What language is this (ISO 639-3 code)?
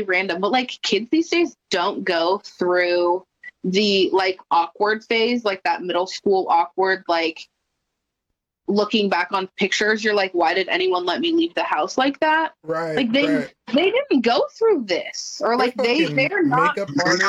eng